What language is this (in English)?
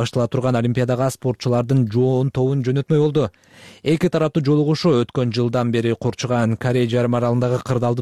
Kyrgyz